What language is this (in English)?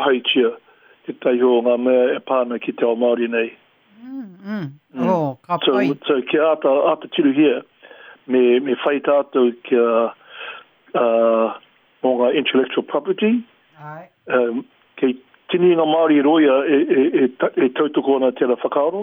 Māori